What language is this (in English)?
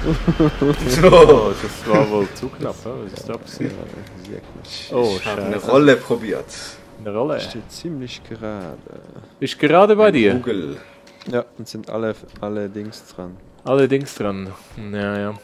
Swiss German